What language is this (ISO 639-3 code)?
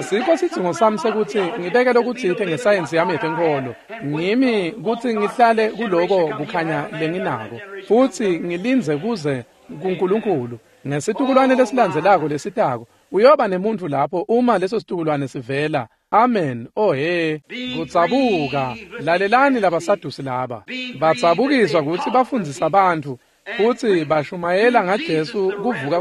ssw